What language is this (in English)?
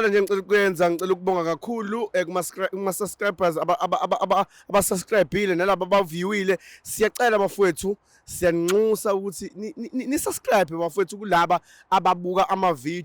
Zulu